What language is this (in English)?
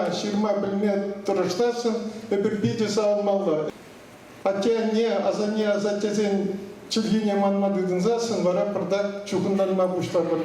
Chuvash